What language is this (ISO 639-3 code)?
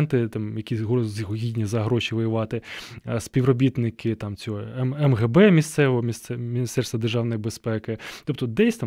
ukr